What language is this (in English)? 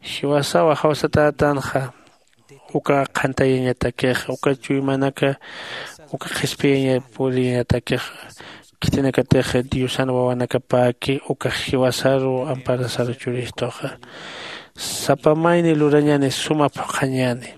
Aymara